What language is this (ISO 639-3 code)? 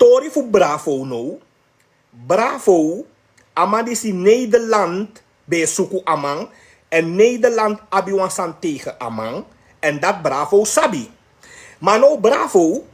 srn